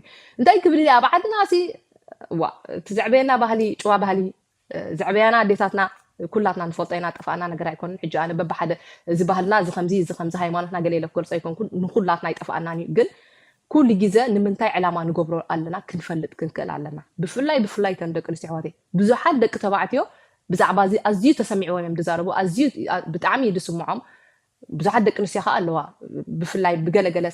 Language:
Tigrinya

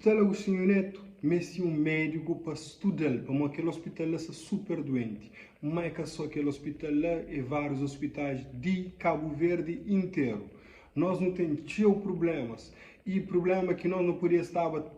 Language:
Kabuverdianu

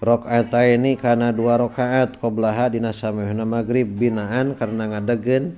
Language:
Sundanese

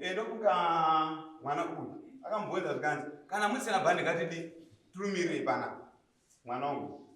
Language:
Shona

